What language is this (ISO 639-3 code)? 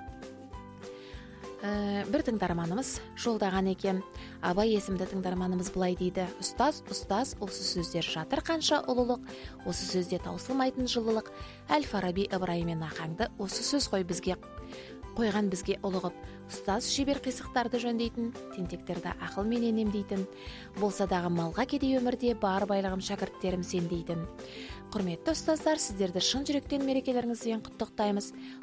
kaz